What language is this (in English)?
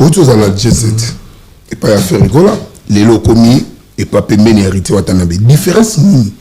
Lingala